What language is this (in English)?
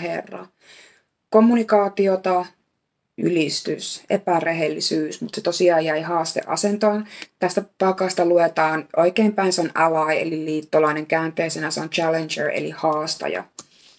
Finnish